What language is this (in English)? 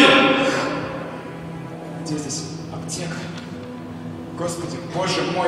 Russian